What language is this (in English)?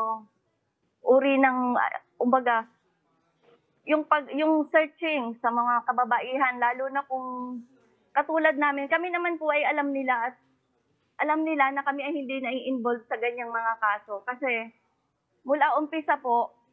Filipino